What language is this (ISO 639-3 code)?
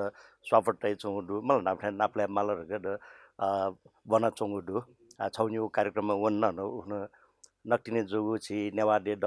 new